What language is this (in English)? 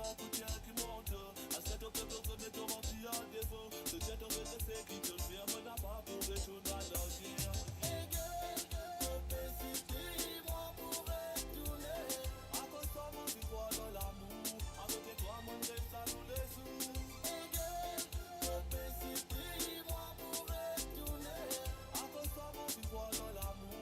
Morisyen